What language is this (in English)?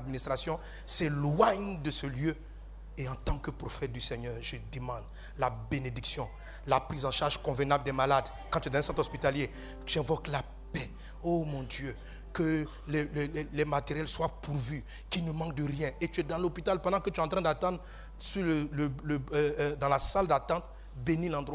French